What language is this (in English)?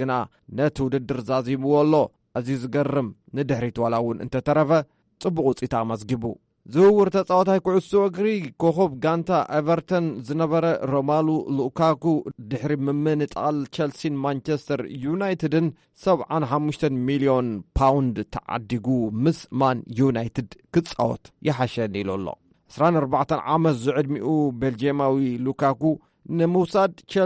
Tigrinya